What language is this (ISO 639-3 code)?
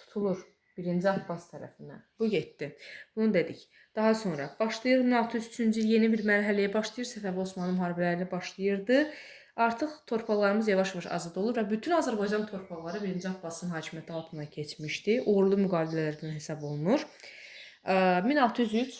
aze